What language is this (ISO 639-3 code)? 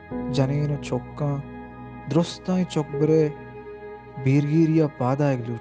bal